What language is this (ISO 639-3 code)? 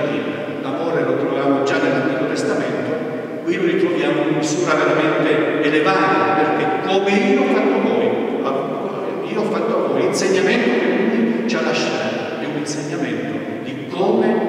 ita